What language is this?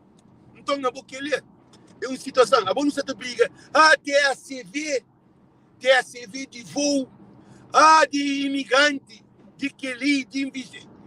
Kabuverdianu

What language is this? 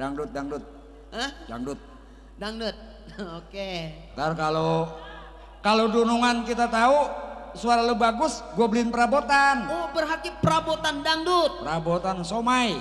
Betawi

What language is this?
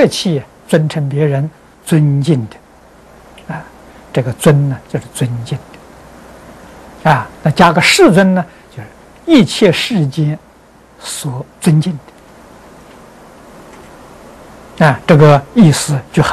Chinese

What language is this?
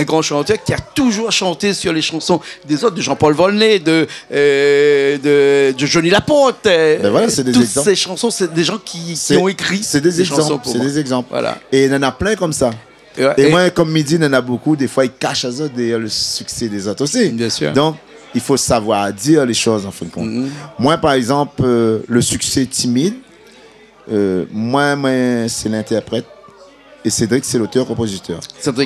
Réunion Creole French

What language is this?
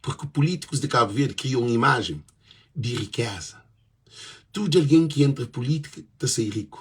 Kabuverdianu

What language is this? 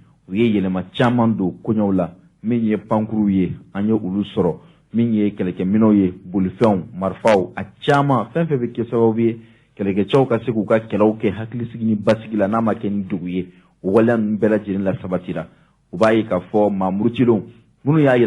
Bambara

